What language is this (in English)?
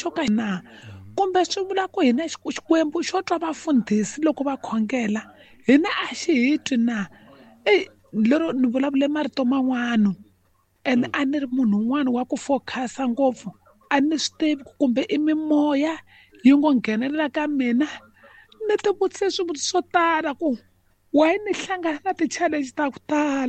Tsonga